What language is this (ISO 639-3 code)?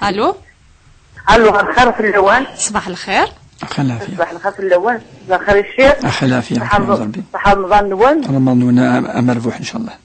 kab